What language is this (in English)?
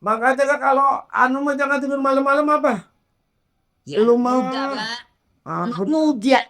Betawi